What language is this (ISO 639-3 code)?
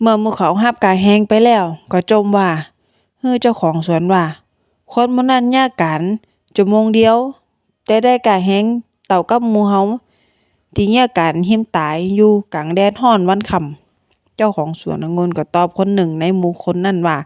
nod